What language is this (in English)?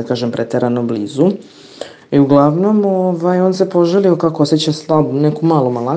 Serbian